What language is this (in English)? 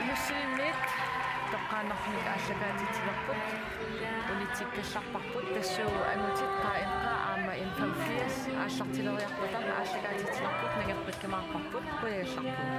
Kalaallisut